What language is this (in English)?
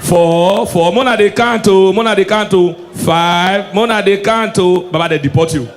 Nigerian Pidgin